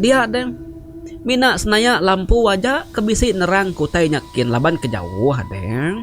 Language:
Iban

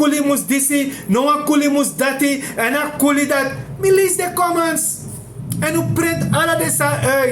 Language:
Sranan Tongo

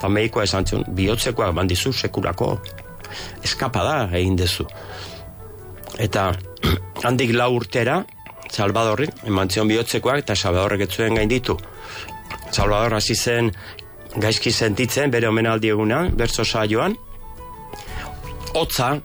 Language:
Basque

